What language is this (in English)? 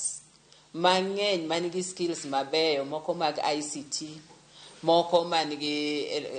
Luo (Kenya and Tanzania)